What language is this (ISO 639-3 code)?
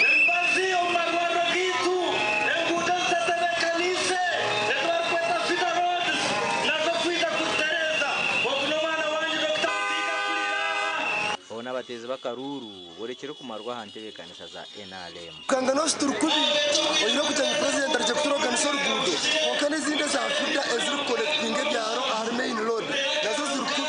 nyn